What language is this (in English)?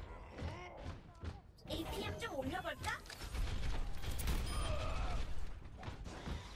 English